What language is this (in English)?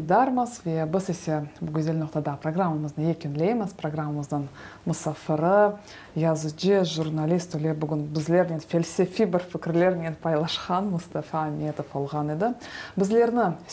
Crimean Tatar